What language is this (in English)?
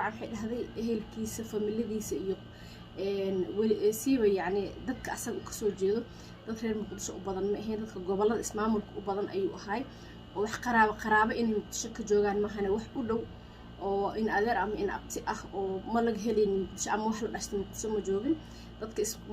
Somali